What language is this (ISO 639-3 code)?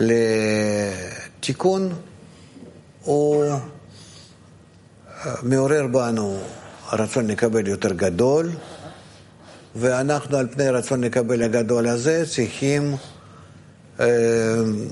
heb